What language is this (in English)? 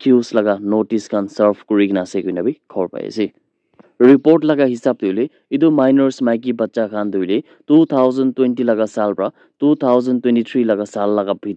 Naga Pidgin